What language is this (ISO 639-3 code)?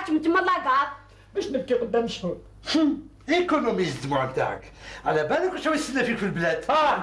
arq